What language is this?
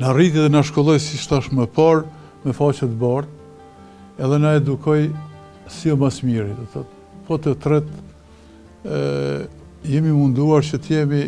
Albanian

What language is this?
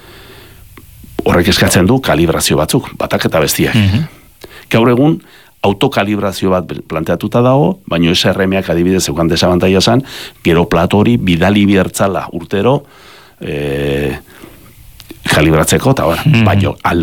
Basque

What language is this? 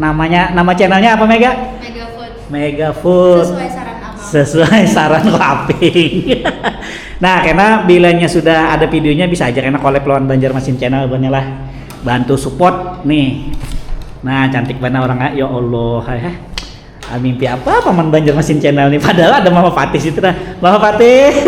Banjar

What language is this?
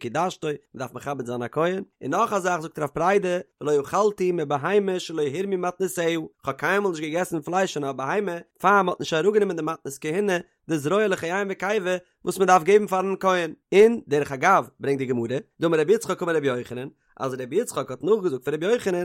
Yiddish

